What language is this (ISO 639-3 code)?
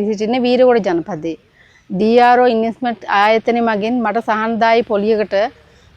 sin